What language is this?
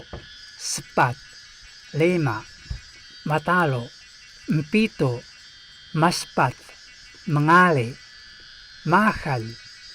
Taroko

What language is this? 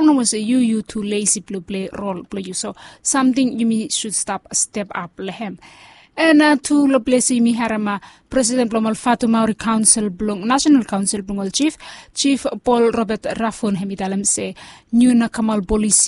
Bislama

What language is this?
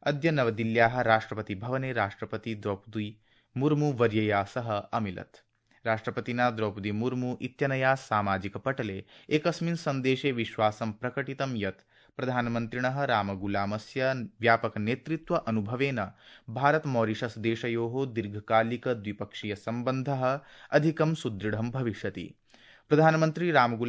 Sanskrit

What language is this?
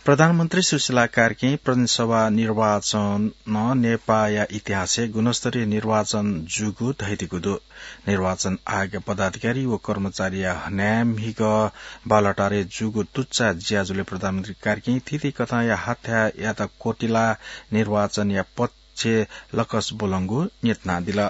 Newari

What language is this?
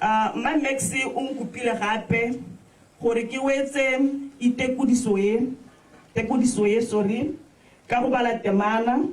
Tswana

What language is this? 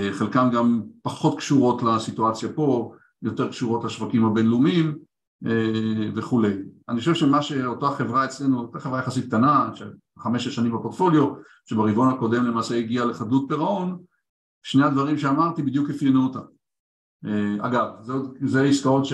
Hebrew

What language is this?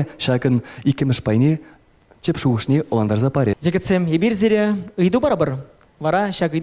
Chuvash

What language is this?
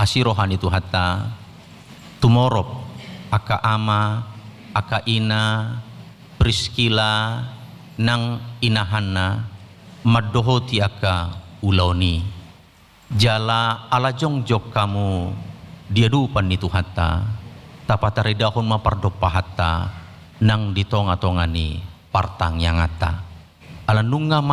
Batak Toba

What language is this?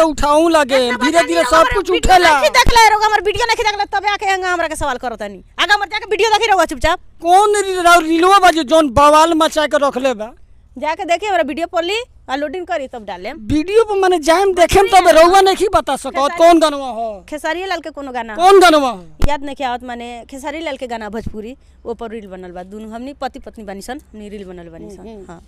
Bhojpuri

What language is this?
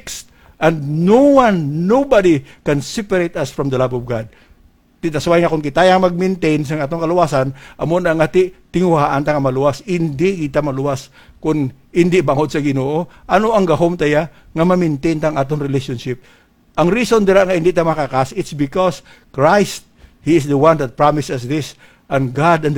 Hiligaynon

